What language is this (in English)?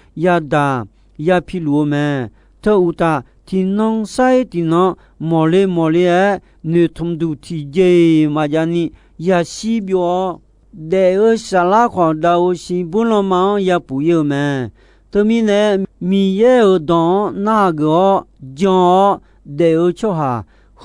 Akha